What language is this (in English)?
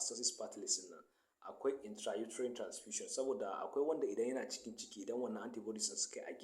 Hausa